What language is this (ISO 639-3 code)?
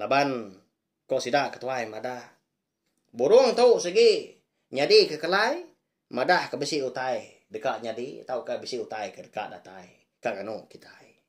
iba